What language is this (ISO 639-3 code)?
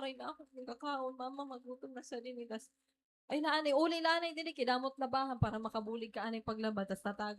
war